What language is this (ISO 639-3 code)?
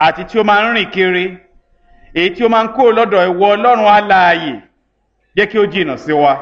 yor